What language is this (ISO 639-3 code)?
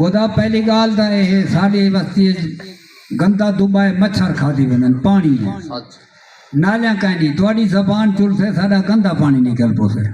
skr